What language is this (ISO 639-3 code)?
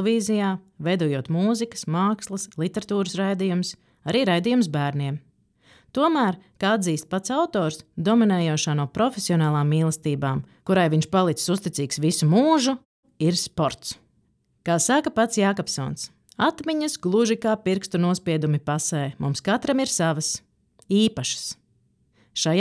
lav